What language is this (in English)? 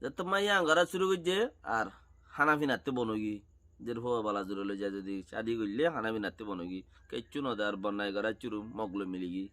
Rohingya